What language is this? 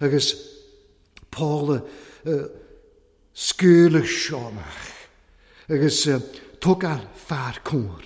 Welsh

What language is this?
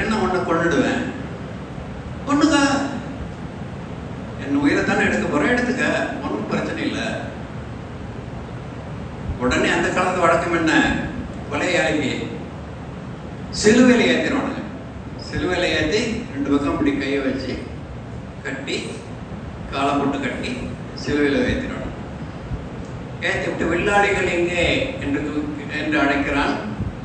Tamil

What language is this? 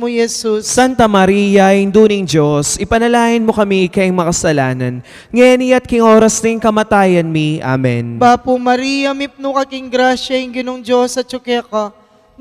Pampanga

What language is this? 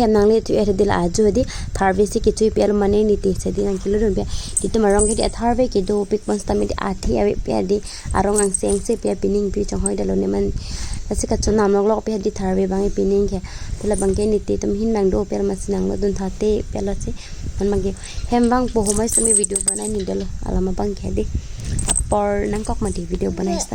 Karbi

